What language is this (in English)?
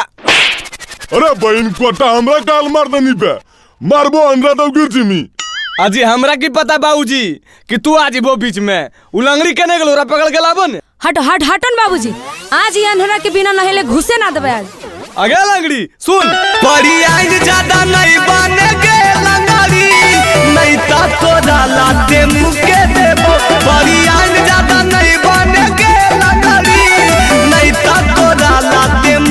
Magahi